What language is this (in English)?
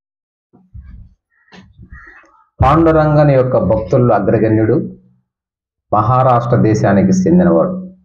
Telugu